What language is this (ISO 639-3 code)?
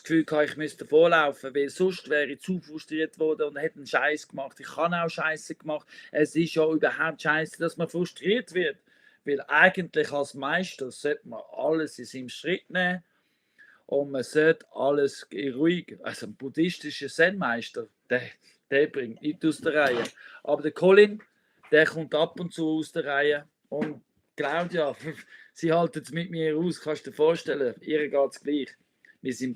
gsw